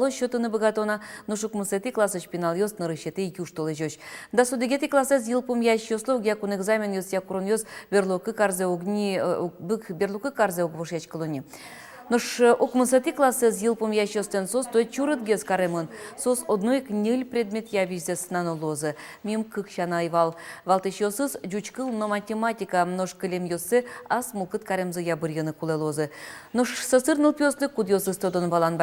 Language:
Udmurt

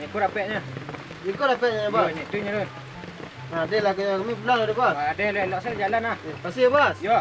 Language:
Minangkabau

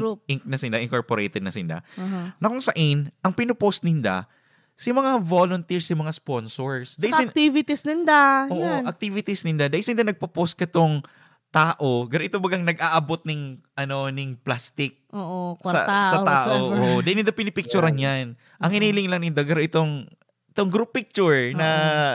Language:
Bikol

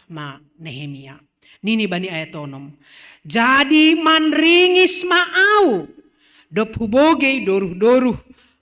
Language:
Batak Simalungun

